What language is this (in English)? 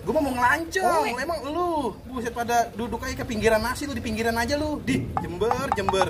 Betawi